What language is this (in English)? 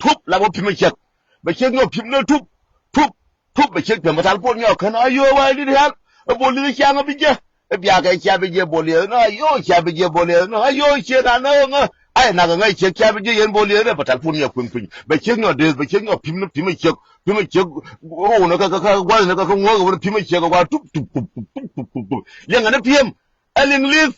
Nuer